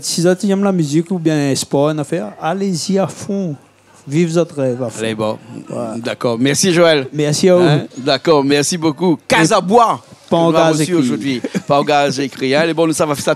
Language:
Réunion Creole French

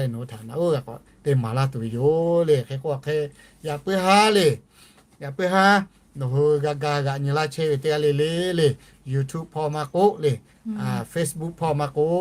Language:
Lahu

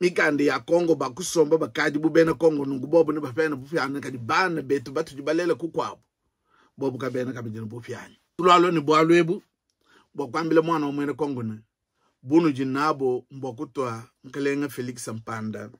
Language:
Luba-Lulua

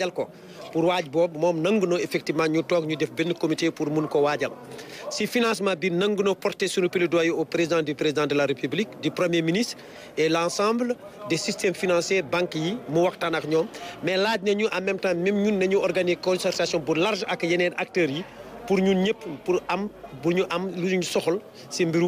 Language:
Wolof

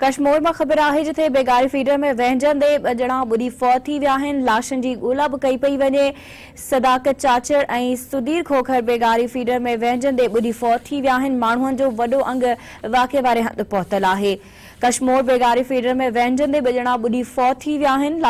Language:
Sindhi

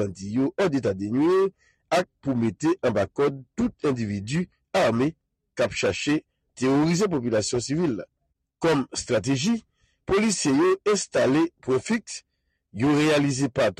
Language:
Haitian Creole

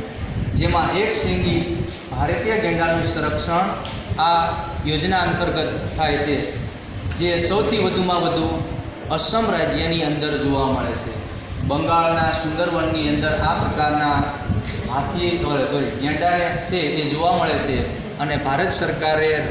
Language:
Gujarati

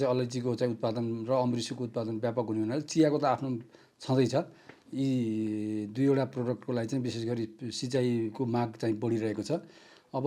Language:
Nepali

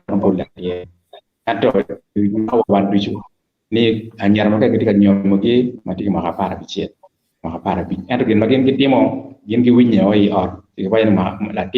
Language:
Acoli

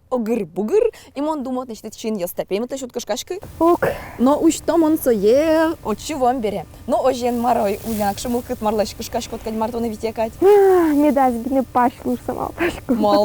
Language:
Udmurt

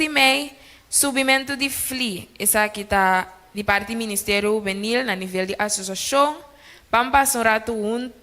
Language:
Papiamento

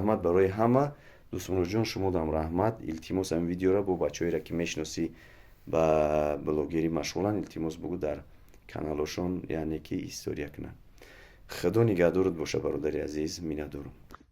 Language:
Tajik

